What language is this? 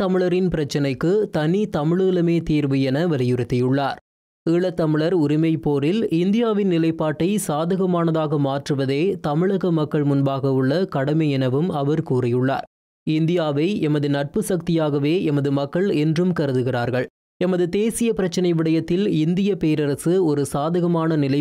Tamil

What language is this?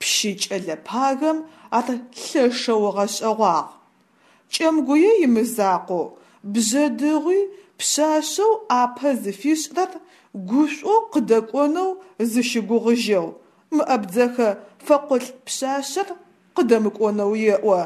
Adyghe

